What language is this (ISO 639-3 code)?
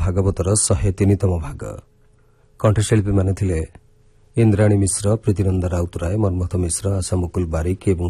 ori